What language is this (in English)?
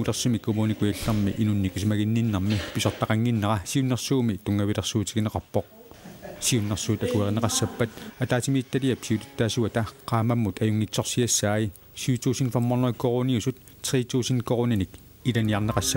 Kalaallisut